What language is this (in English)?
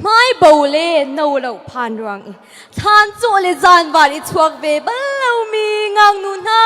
Hakha Chin